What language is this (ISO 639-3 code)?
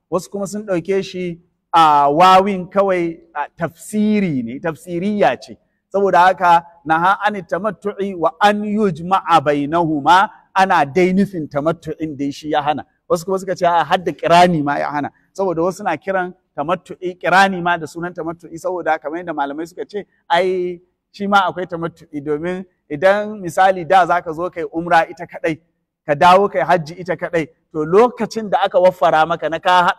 hau